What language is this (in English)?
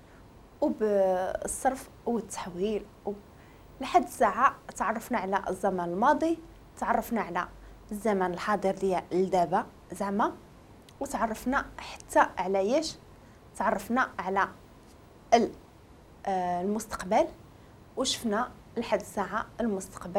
Moroccan Arabic